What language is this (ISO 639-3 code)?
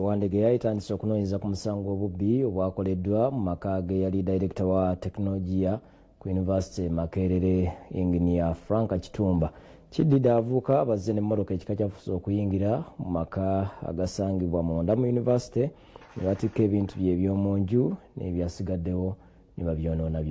lug